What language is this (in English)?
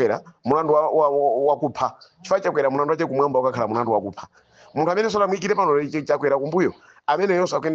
Nyanja